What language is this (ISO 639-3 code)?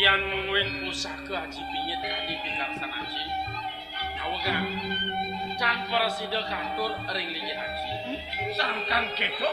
ban